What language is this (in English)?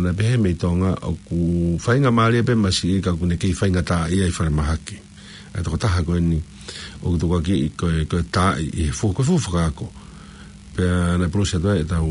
Tongan